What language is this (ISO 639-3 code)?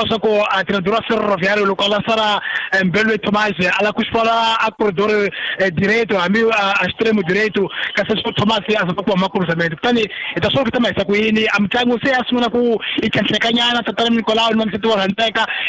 tso